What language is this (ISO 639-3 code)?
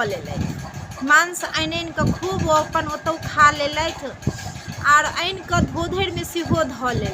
mai